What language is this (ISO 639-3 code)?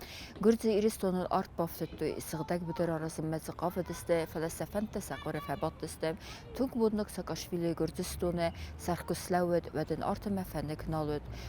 oss